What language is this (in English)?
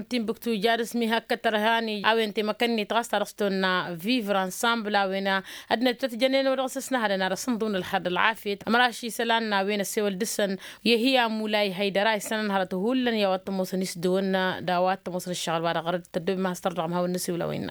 Tamasheq